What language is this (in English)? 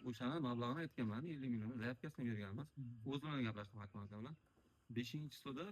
Uzbek